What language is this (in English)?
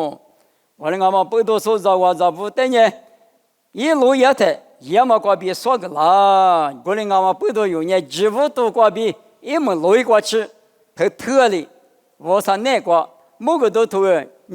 Lisu